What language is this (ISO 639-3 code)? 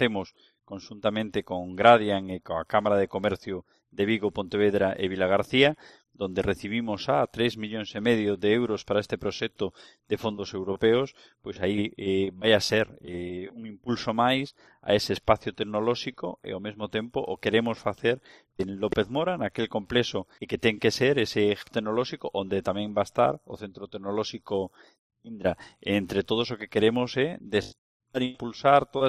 glg